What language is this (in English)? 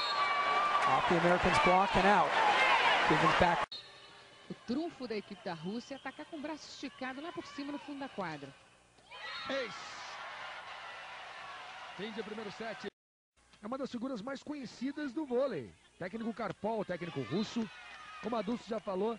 Portuguese